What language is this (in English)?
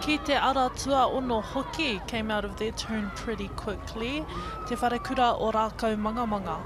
Māori